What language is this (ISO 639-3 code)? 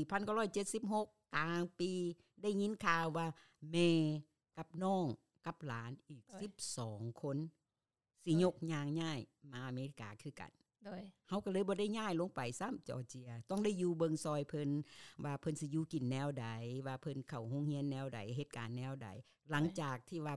lao